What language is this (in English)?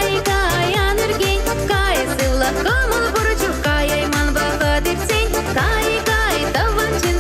Chuvash